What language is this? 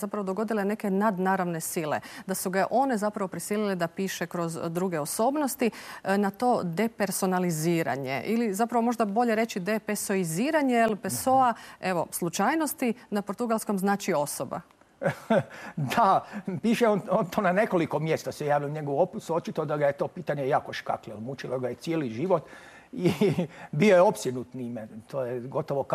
Croatian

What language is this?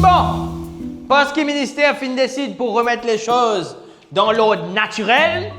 Morisyen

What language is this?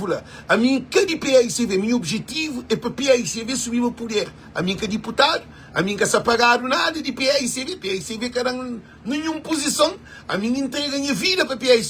Kabuverdianu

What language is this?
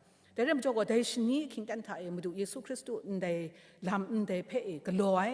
Kachin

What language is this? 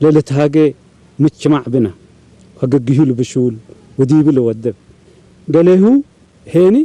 Tigre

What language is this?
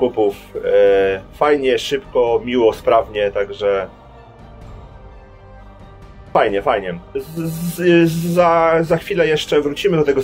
Polish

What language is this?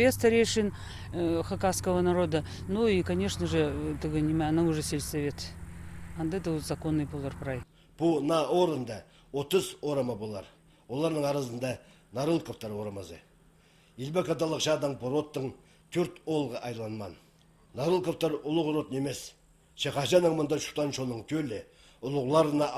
Khakas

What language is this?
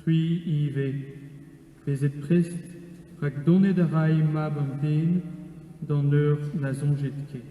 Breton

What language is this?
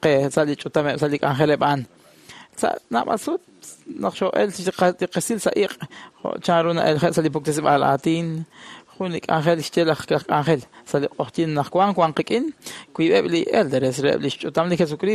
Kekchí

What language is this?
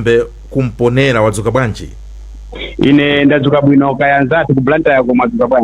Nyanja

